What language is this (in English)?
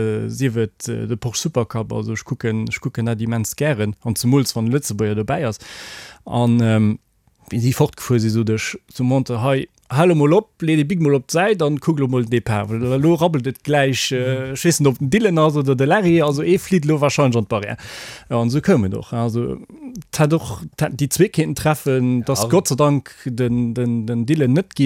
Luxembourgish